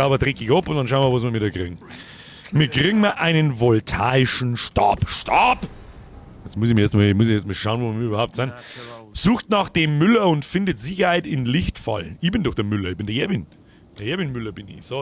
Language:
Bavarian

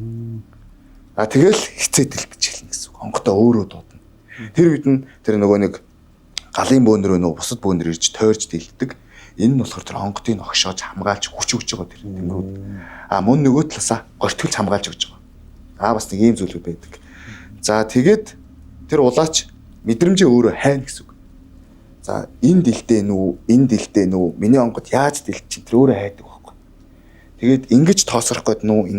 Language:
Mongolian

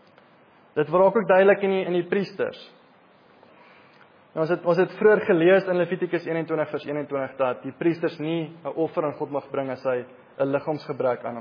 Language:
Afrikaans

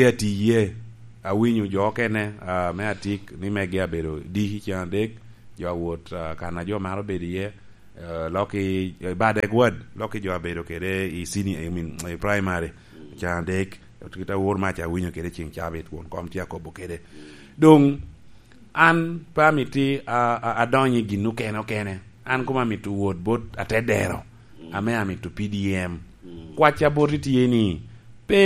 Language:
Lango (Uganda)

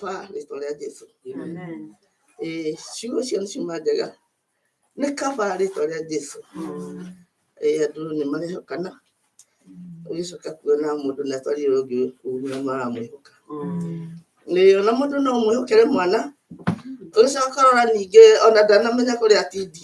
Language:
Kikuyu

